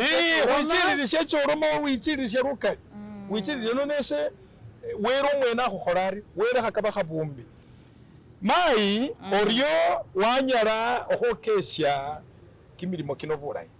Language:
Masaaba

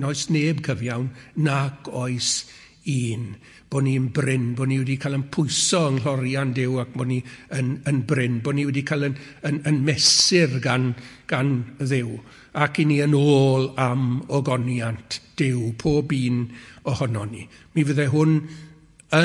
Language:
Welsh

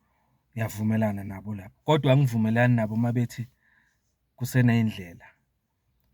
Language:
Zulu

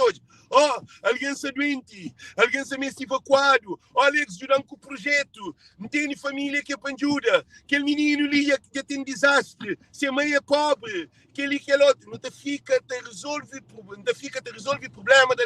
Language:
Kabuverdianu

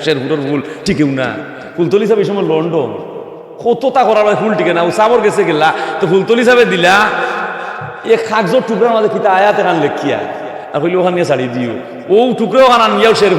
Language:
Sylheti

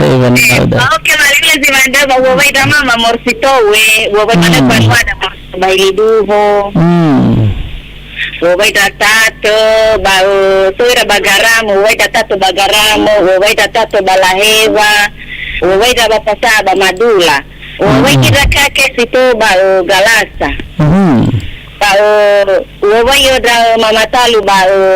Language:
Nias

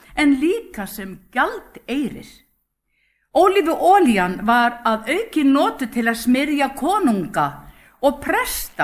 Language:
Icelandic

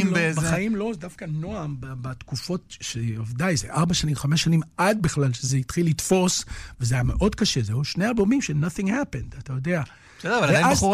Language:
Hebrew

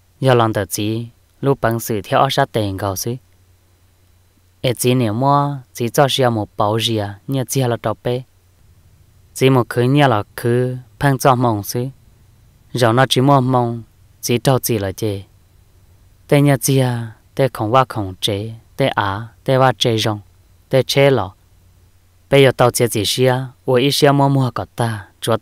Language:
Vietnamese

